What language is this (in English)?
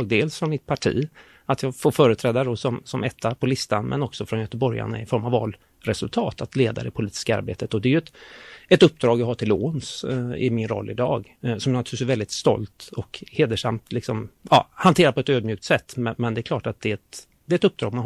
Swedish